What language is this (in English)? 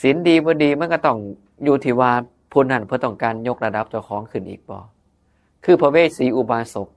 Northeastern Thai